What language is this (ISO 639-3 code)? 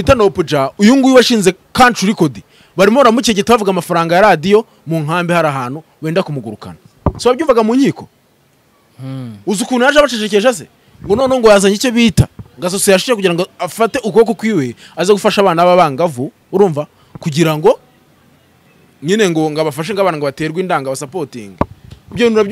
kin